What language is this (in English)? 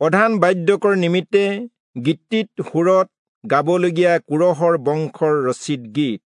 Assamese